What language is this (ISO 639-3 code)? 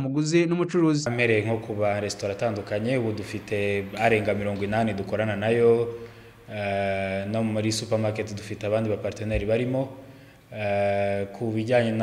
kin